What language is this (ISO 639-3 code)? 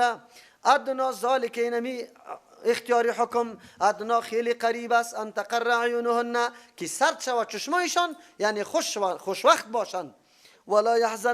fas